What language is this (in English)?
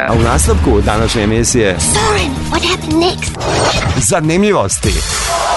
Serbian